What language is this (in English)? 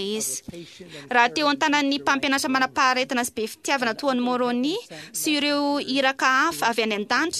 Malagasy